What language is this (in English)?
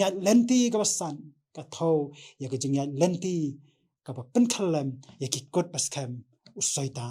Khasi